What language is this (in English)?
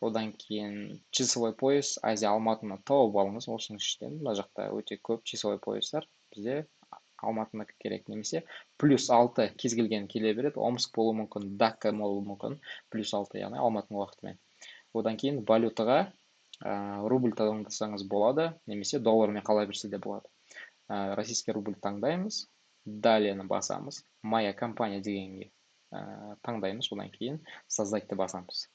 Kazakh